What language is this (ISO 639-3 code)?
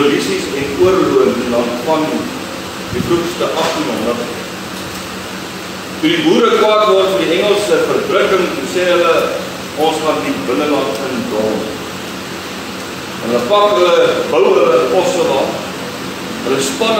afr